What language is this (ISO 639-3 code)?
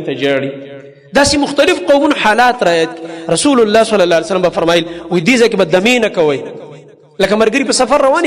pus